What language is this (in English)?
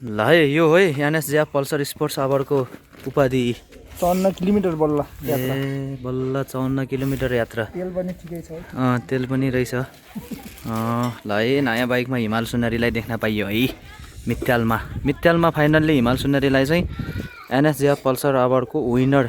Nepali